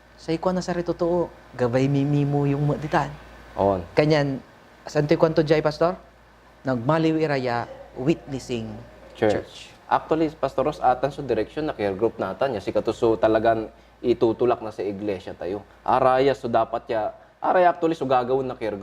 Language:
Pangasinan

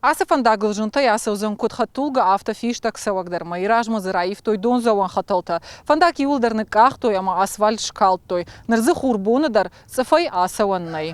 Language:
Ossetic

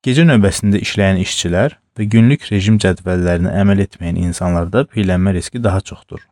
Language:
Azerbaijani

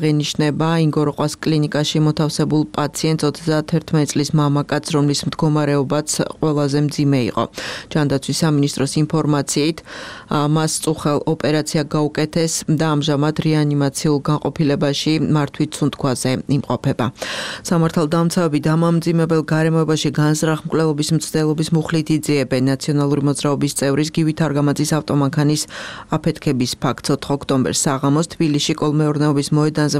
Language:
Georgian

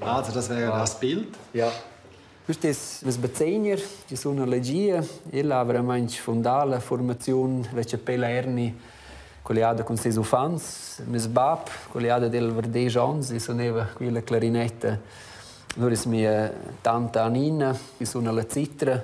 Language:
Romansh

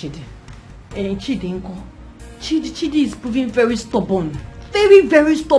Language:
Nigerian Pidgin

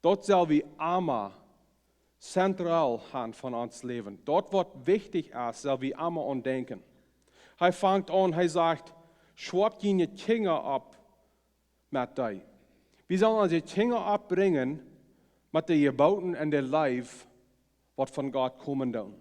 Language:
Plautdietsch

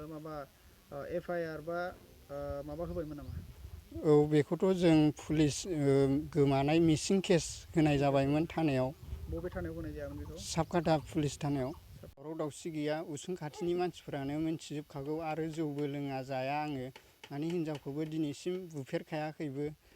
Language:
Bodo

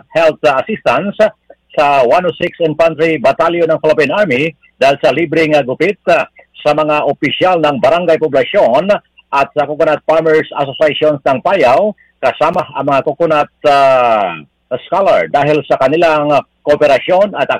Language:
Filipino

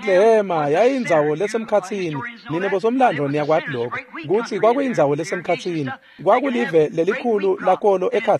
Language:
Swati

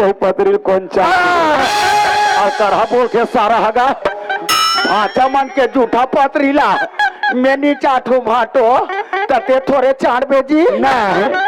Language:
Chhattisgarhi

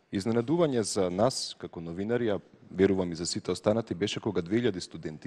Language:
Macedonian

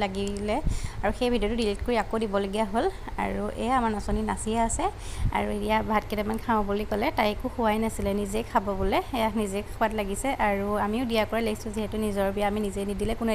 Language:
Assamese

